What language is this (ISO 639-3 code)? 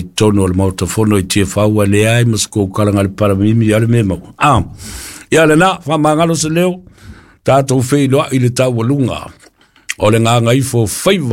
smo